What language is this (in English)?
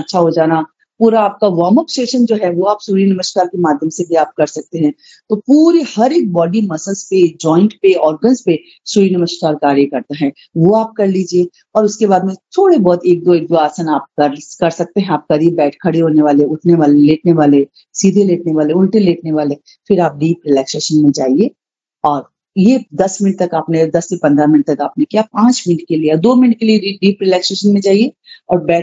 Hindi